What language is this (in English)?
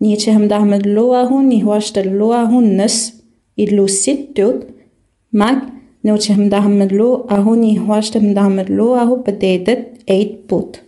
Innu-aimun